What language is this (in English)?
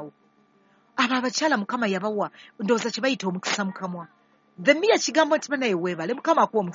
Ganda